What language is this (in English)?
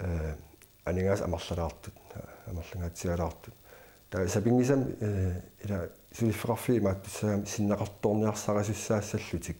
Kalaallisut